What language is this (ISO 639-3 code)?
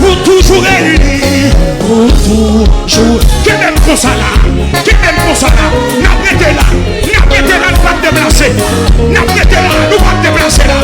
hat